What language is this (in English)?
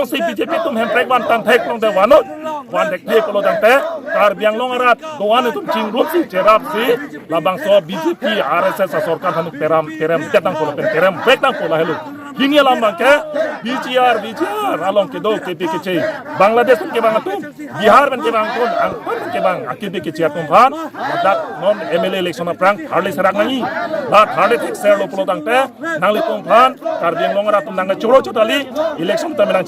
Karbi